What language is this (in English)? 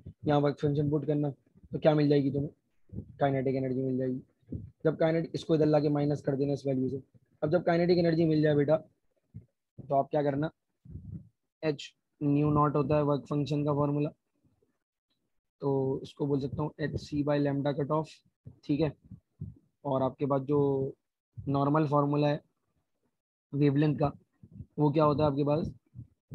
Hindi